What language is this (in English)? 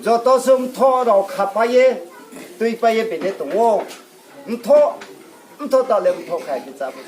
Riang (India)